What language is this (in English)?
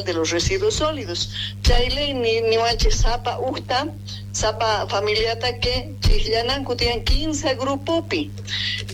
South Bolivian Quechua